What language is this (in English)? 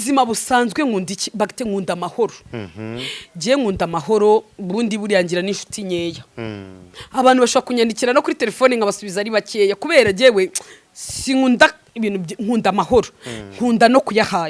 Kinyarwanda